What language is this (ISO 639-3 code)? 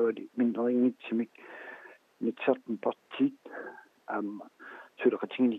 kal